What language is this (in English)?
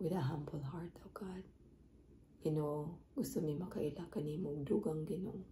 Cebuano